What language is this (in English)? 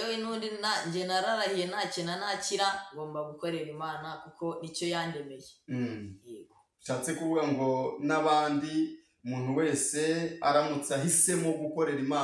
Kinyarwanda